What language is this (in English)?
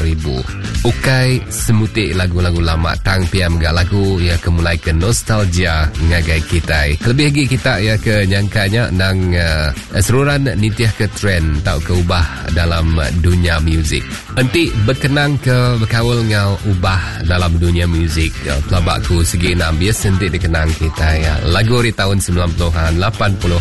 Iban